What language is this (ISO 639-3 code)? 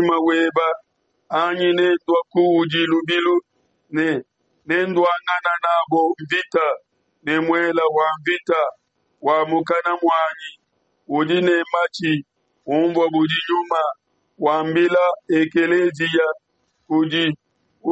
lua